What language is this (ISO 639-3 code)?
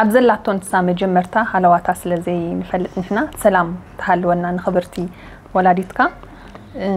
tir